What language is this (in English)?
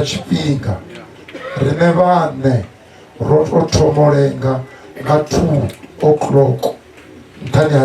Venda